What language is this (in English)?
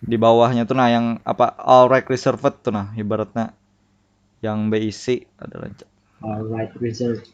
Banjar